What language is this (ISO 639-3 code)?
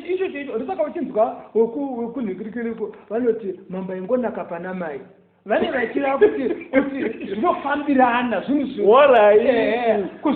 sna